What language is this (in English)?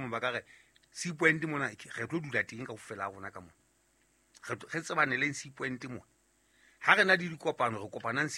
Southern Sotho